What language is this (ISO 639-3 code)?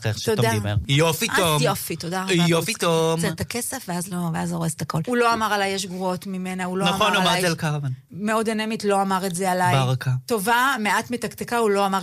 heb